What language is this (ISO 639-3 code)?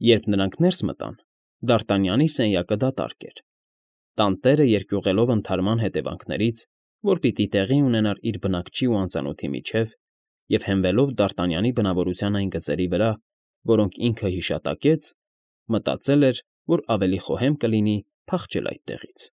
hye